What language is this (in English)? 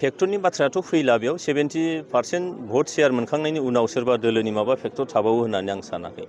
Bodo